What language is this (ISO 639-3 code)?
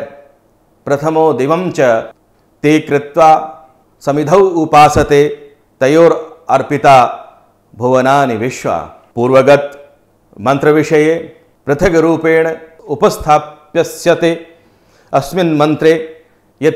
san